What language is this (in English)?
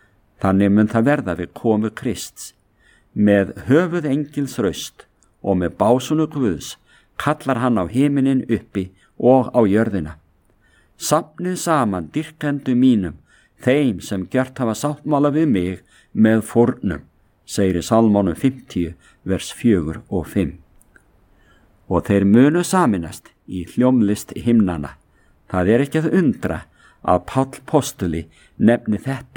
Icelandic